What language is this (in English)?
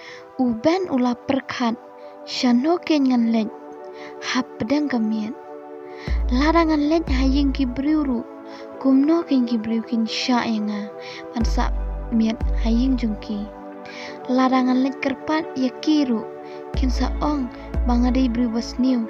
Khasi